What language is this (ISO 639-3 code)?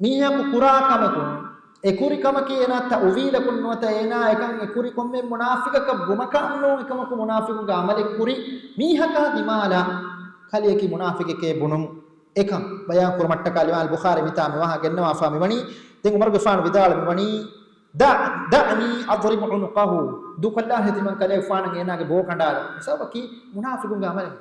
div